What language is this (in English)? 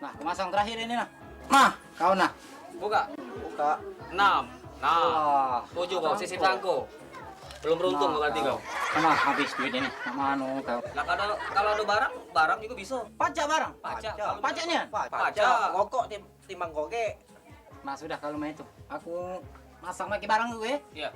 Musi